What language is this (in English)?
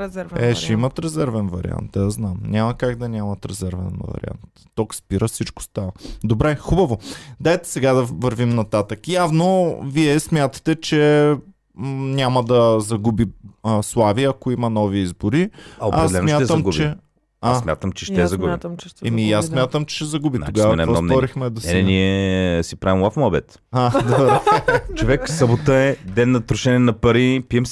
Bulgarian